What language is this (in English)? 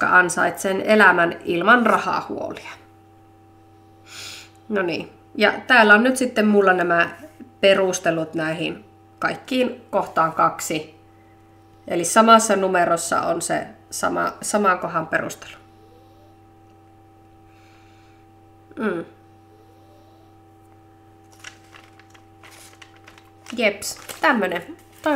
Finnish